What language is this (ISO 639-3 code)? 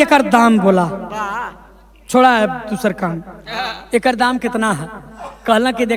bho